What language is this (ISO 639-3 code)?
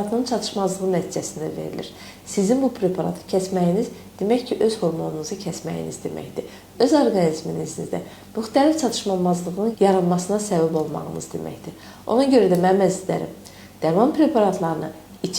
aze